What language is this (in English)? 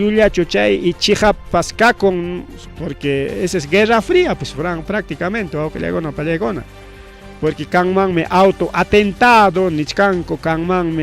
Ayacucho Quechua